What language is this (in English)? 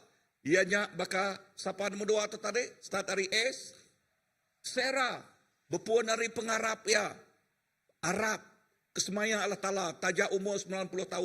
Iban